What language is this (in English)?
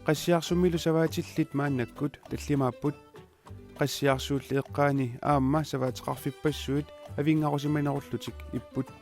Kalaallisut